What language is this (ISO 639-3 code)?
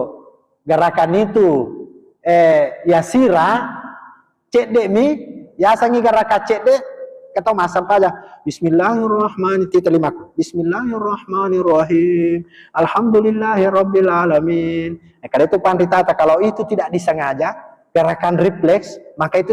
bug